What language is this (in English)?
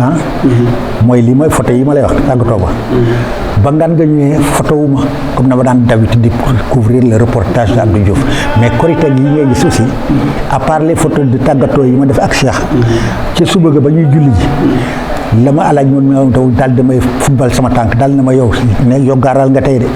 Wolof